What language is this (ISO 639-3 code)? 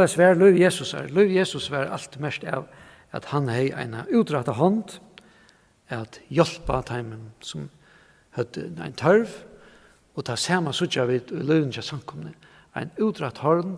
fao